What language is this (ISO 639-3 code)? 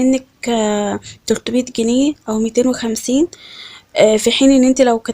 arz